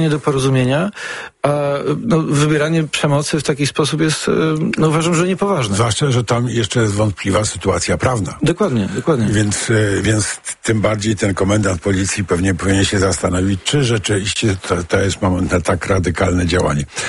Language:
Polish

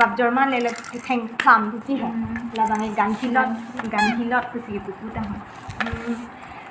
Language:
Karbi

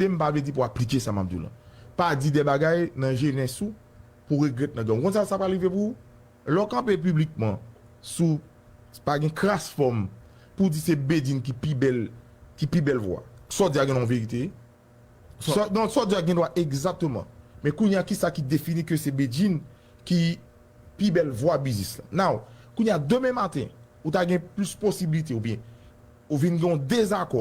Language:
Haitian Creole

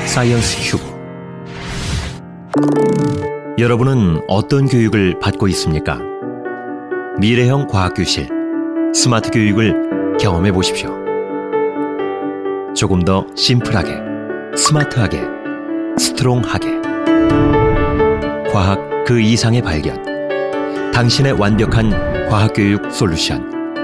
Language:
Korean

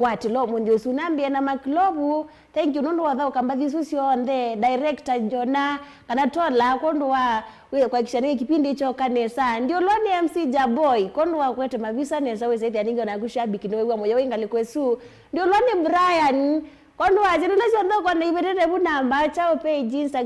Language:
Kamba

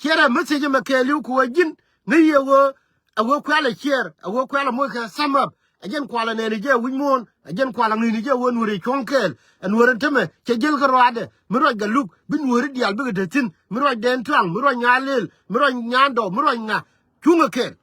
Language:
Nuer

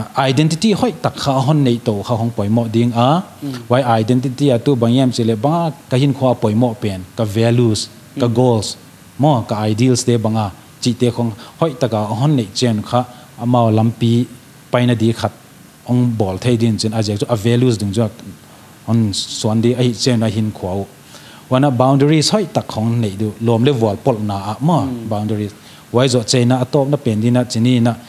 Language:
Paite Chin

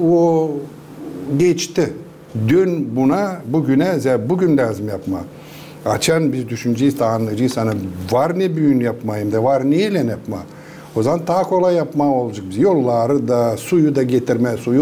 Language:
Gagauz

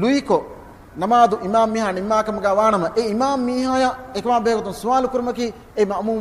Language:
Divehi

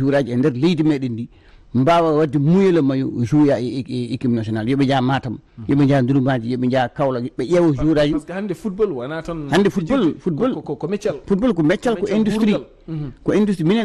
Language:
Fula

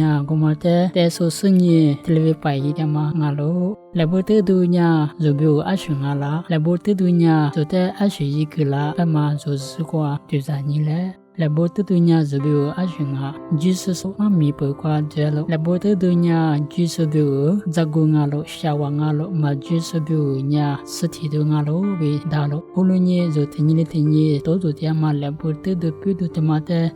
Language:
Lisu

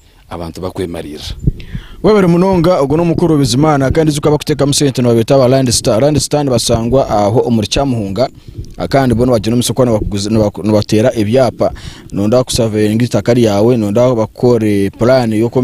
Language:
Nyankole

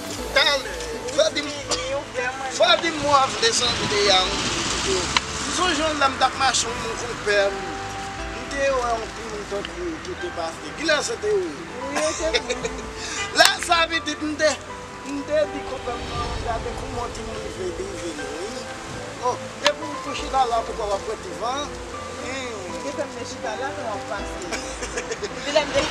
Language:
Haitian Creole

